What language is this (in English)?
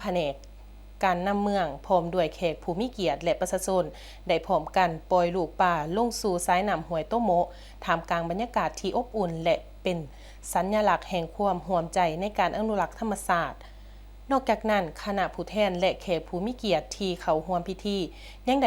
Lao